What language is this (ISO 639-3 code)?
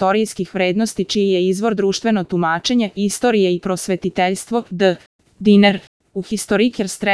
srp